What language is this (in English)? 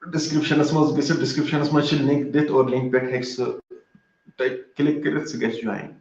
Kashmiri